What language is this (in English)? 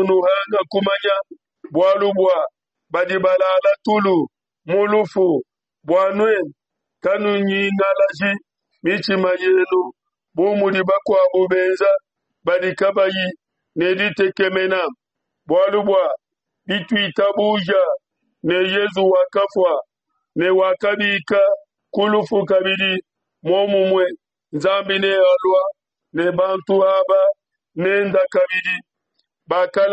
Luba-Lulua